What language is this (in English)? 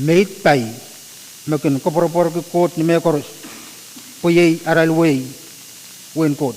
Pohnpeian